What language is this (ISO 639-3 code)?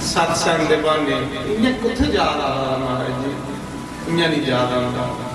doi